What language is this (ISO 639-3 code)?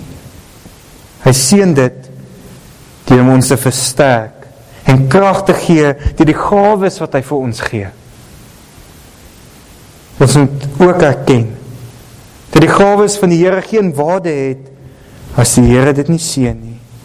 afr